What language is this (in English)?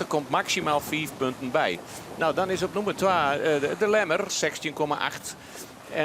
Western Frisian